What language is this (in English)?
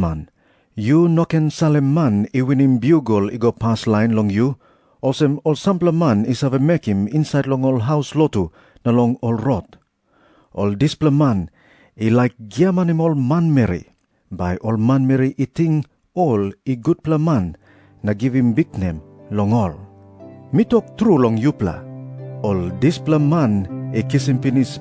Tok Pisin